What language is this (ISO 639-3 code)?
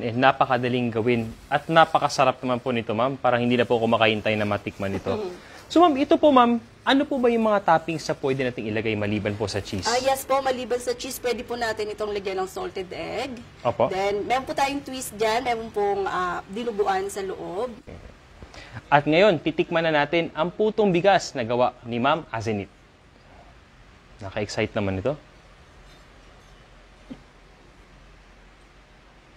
fil